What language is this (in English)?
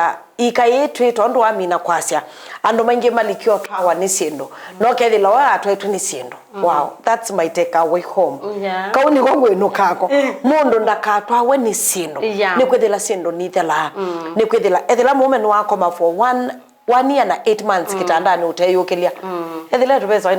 Kamba